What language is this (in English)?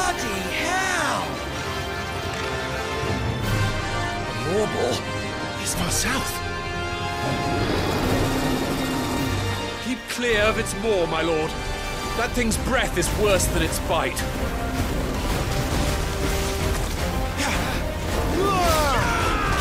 English